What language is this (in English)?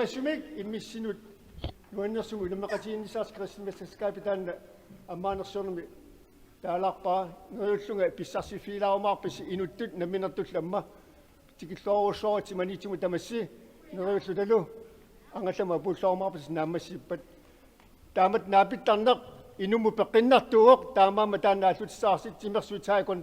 Kalaallisut